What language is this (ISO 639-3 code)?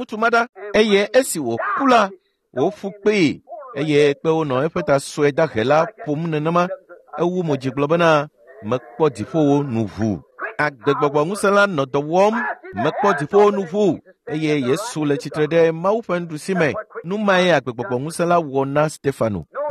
ewe